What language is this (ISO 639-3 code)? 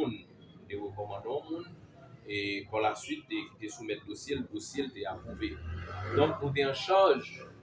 hat